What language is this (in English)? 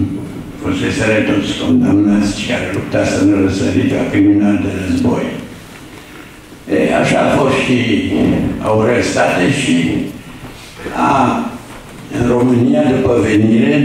Romanian